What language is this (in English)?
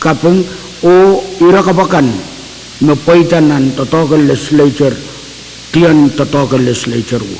Pohnpeian